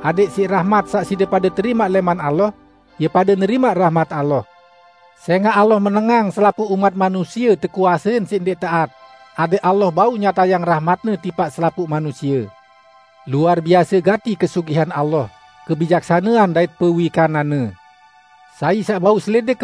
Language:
Sasak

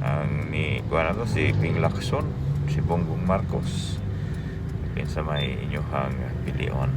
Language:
Cebuano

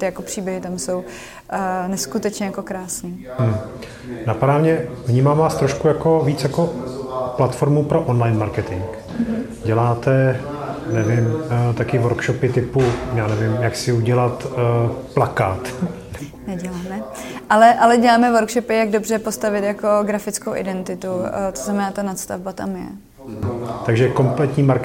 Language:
Czech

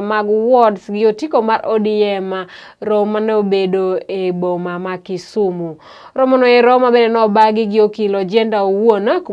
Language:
Luo (Kenya and Tanzania)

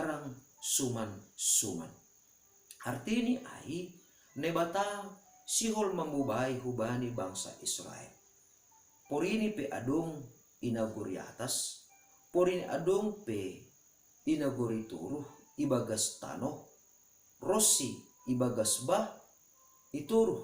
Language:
Batak Simalungun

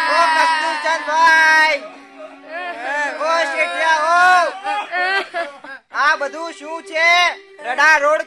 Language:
Gujarati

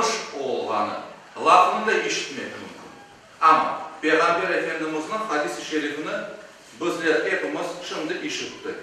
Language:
Crimean Tatar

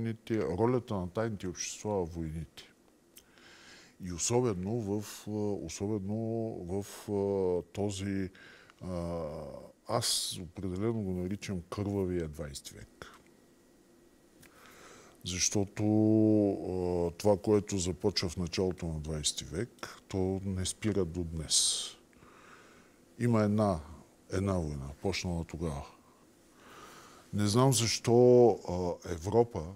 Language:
Bulgarian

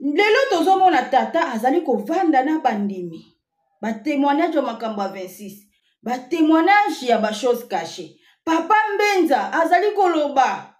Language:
Lingala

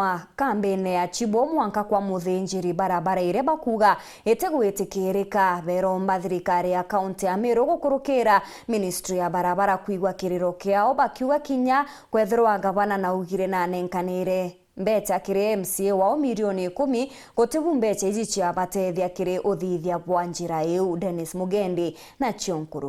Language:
Meru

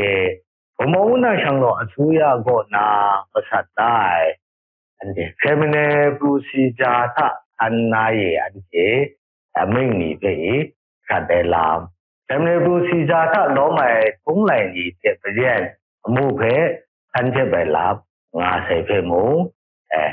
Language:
Kachin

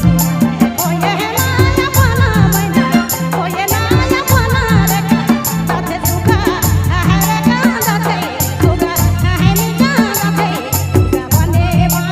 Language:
Sadri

